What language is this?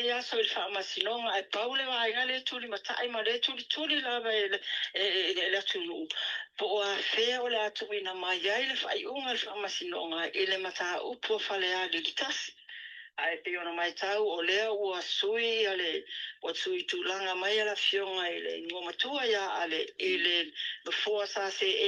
Samoan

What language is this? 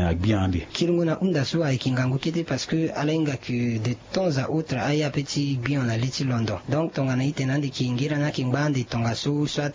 Sango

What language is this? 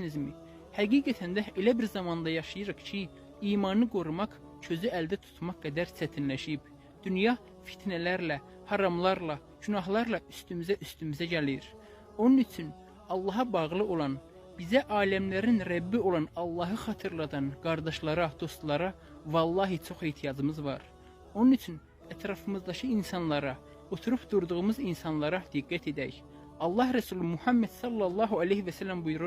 Azerbaijani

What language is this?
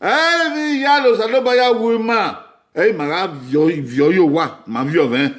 Bini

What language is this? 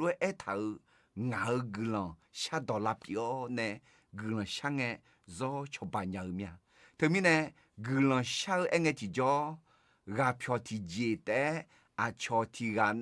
Akha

